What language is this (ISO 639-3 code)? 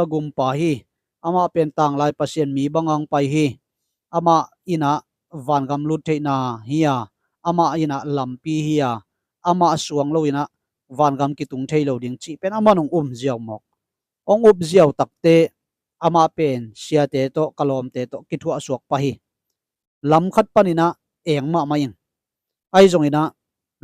ctd